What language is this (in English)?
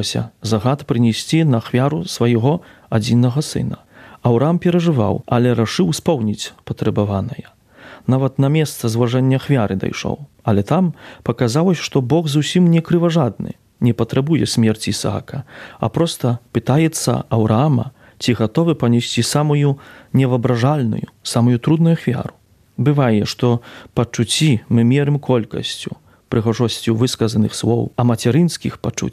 Belarusian